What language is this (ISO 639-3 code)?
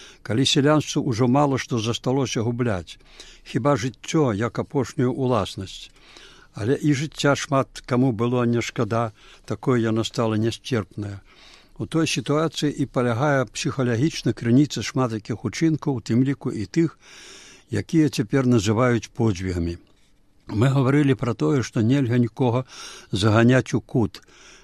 bel